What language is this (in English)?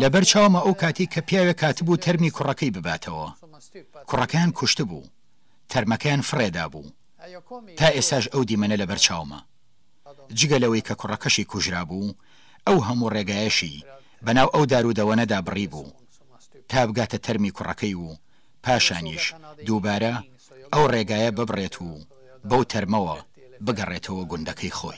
Kurdish